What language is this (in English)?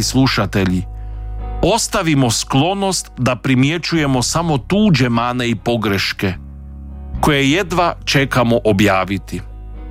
Croatian